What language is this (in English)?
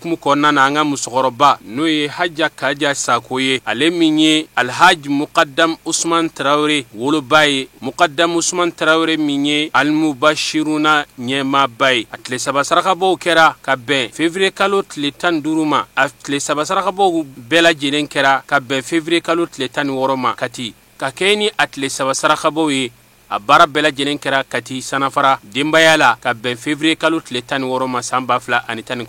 Bambara